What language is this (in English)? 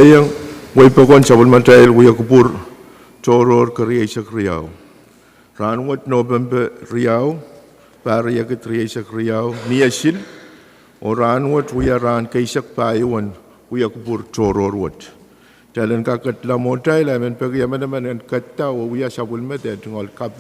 Pohnpeian